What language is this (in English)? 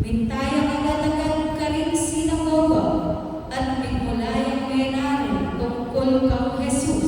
Pampanga